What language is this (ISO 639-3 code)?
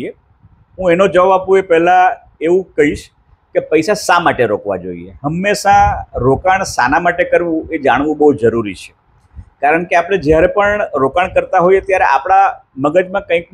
guj